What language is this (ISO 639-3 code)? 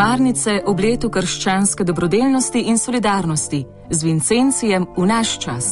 slv